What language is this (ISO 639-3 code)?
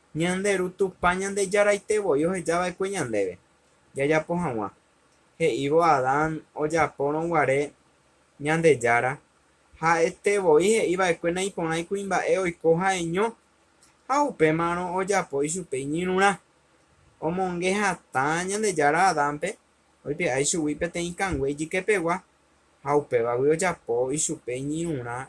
grn